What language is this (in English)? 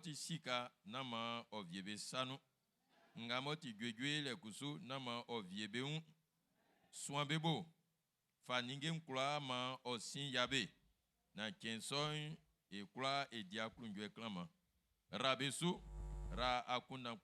Baoulé